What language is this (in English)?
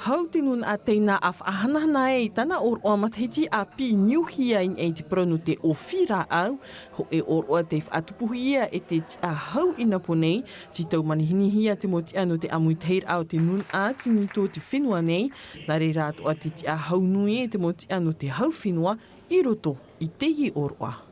Tahitian